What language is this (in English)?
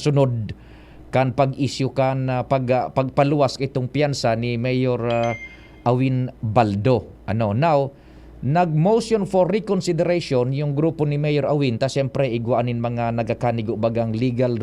Bikol